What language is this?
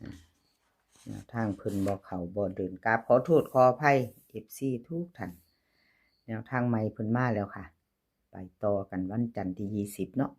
Northeastern Thai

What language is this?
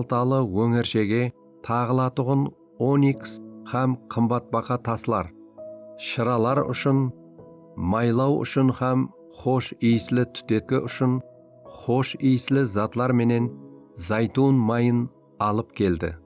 Kara-Kalpak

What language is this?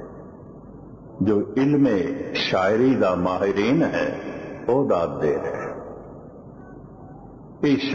Punjabi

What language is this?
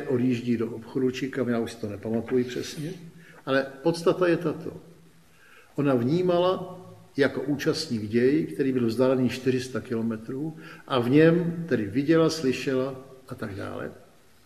Czech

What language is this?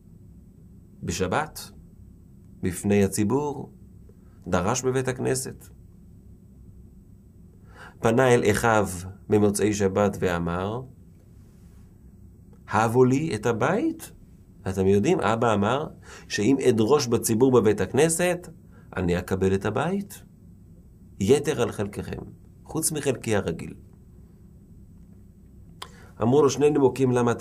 Hebrew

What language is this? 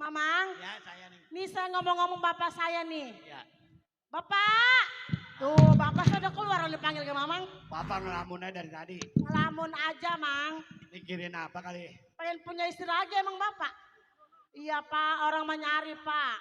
Betawi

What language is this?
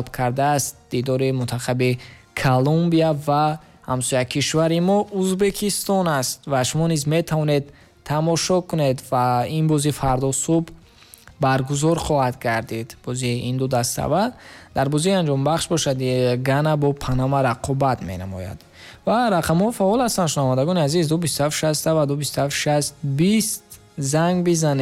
Tajik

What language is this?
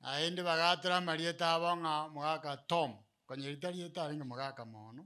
Gusii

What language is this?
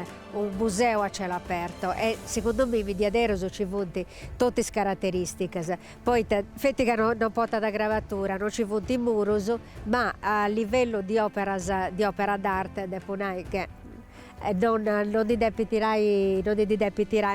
Sardinian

